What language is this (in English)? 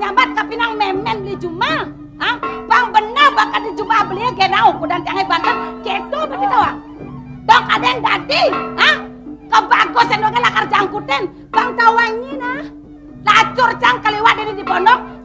Balinese